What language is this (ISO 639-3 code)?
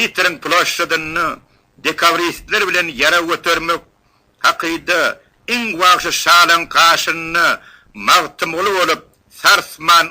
tuk